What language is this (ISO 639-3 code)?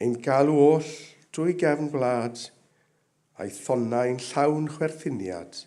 cym